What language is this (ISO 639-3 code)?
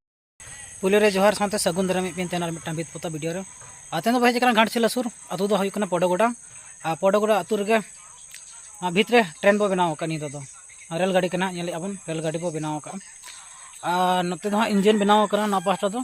sat